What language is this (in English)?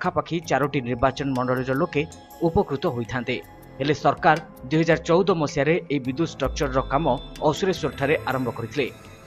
Odia